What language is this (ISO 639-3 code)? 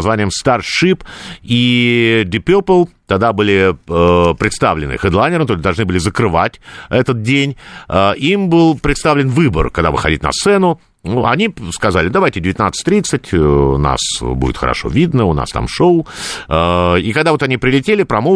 rus